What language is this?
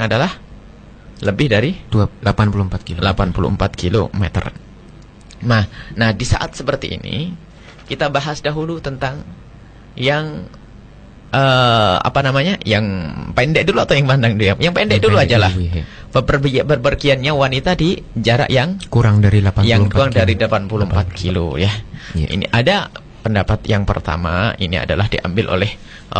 Indonesian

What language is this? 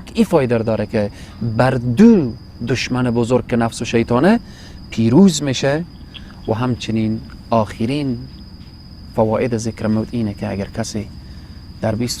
Persian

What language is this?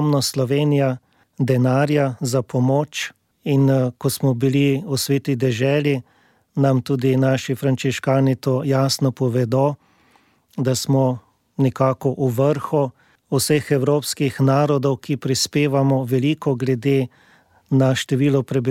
Slovenian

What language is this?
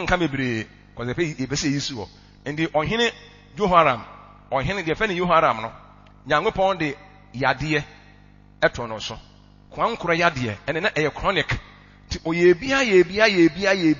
Akan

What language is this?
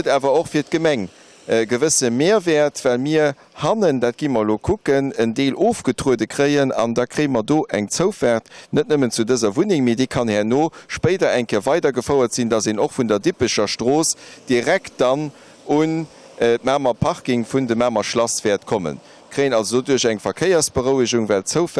Luxembourgish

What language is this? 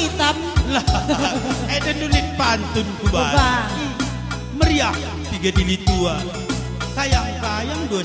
Batak Karo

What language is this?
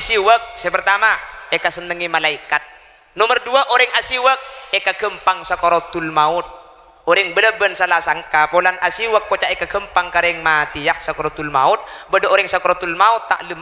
Madurese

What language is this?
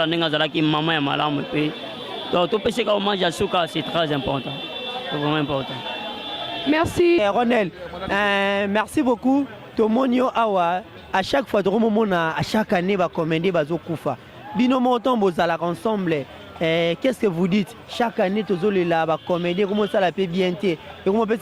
Lingala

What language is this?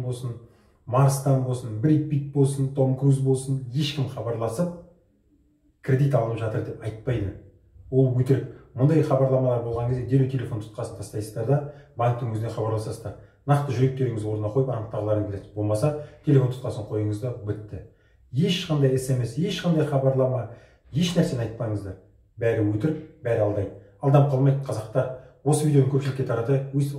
Kazakh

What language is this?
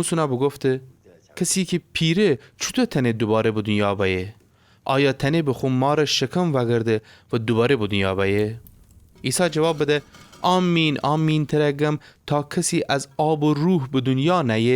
Gilaki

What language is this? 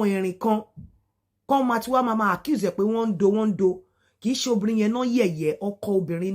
Yoruba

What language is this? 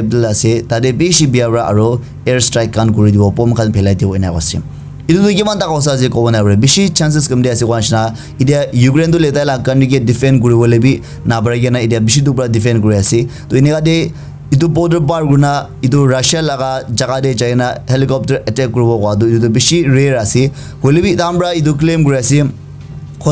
Naga Pidgin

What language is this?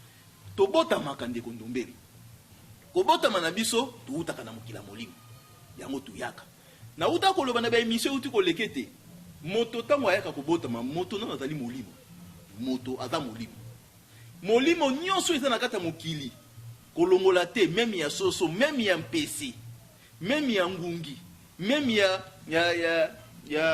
Lingala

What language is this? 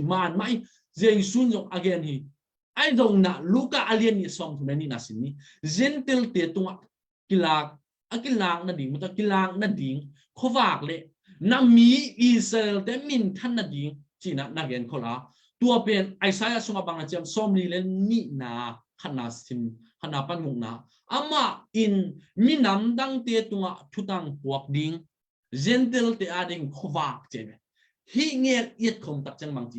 Tedim Chin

